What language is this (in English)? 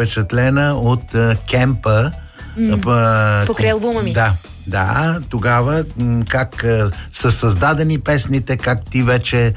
Bulgarian